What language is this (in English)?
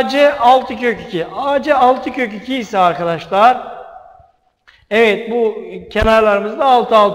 Turkish